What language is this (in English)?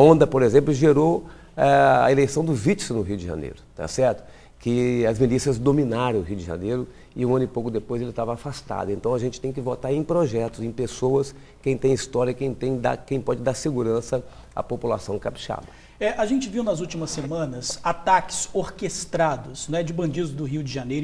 Portuguese